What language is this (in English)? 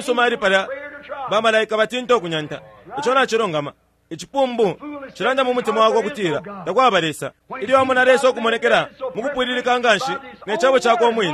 Bemba